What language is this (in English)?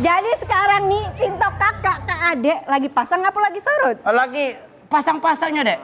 Musi